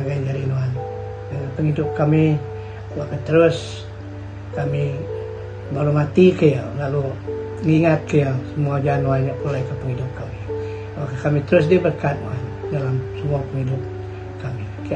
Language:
Iban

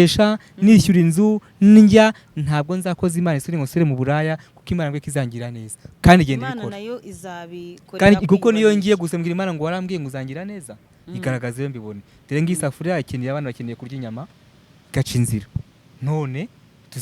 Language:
Kinyarwanda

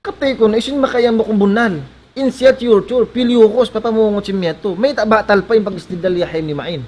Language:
Tausug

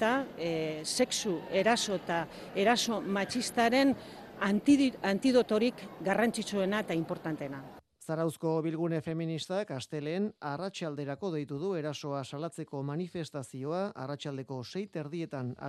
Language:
Basque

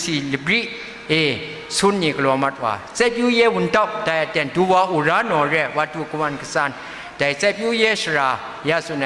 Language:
Kachin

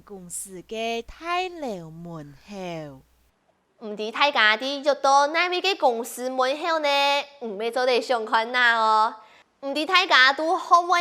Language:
Hakka Chinese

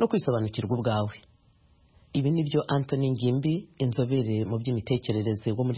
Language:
Kinyarwanda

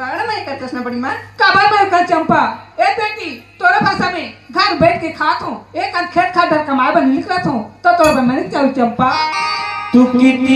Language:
Chhattisgarhi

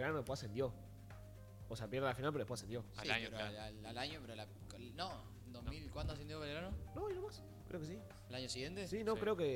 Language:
Spanish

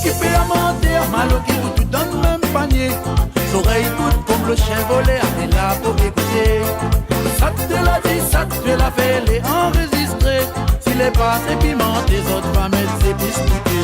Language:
Réunion Creole French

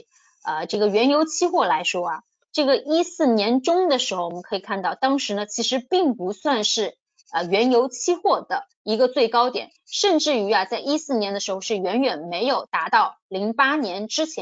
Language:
Chinese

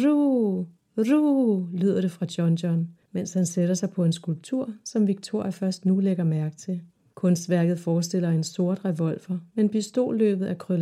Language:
Danish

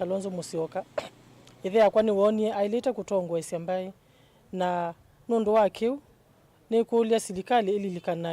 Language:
Kamba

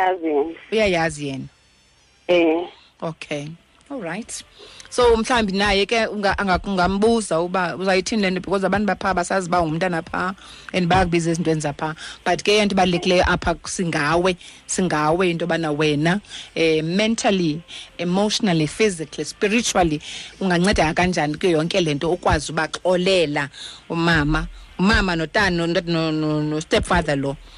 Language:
Xhosa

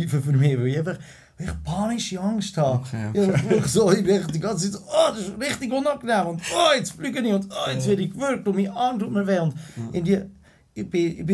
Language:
Swiss German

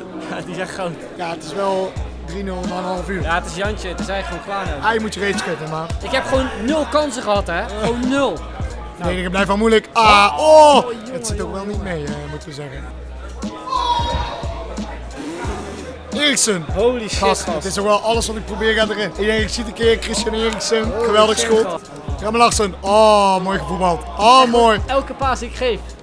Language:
Dutch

